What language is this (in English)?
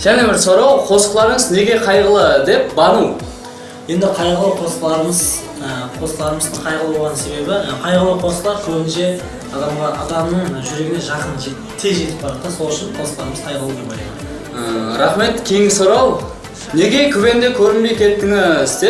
Kara-Kalpak